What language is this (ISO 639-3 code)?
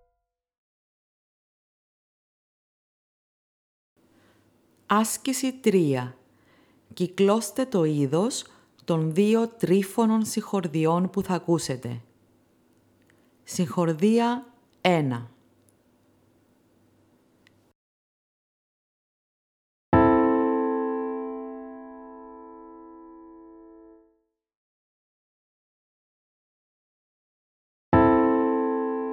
ell